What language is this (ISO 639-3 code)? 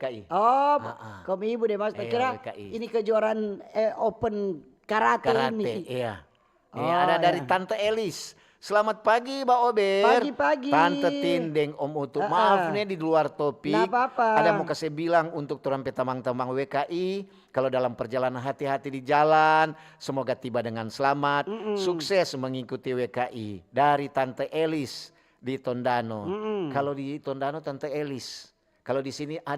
xmm